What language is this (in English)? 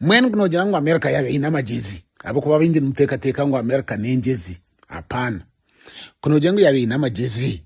Nyankole